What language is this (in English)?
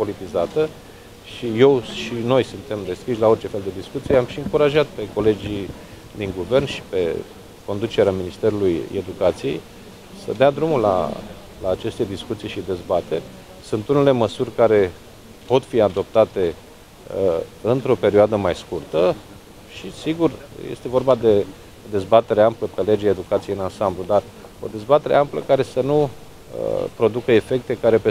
Romanian